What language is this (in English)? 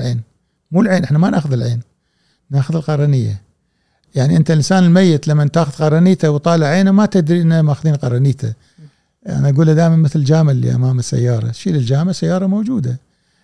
Gulf Arabic